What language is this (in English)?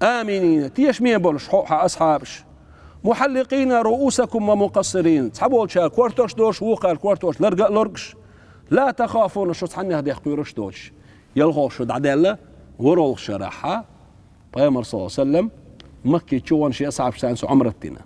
Chechen